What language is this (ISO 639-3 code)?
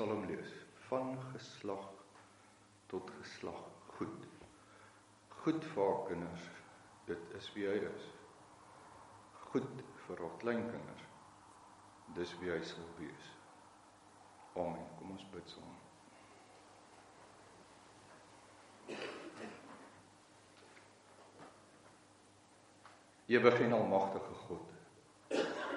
afr